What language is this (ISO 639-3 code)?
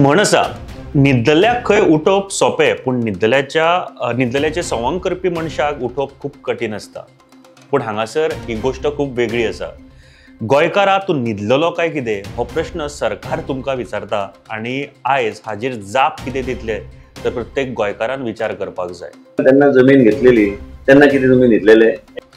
kok